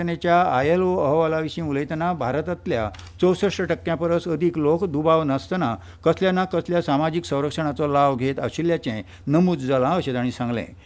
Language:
Konkani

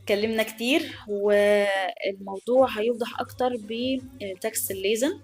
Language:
Egyptian Arabic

